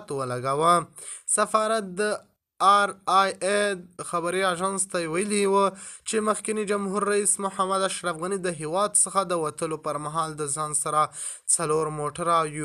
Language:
Pashto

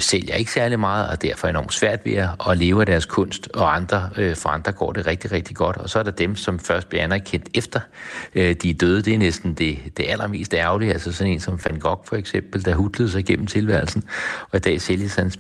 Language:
Danish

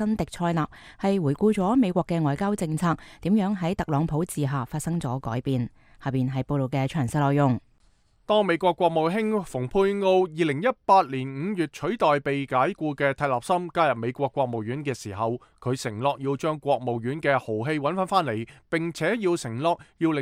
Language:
Cantonese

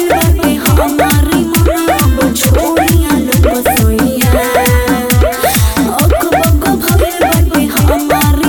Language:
Bhojpuri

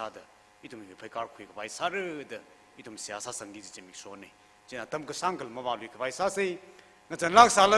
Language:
Tangkhul Naga (India)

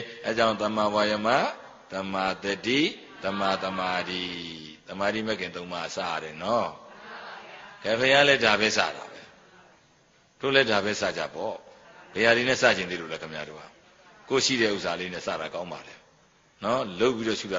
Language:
Burmese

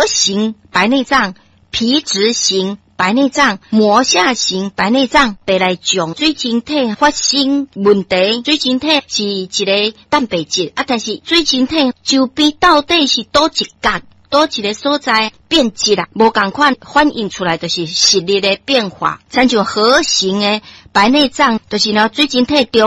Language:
Min Nan Chinese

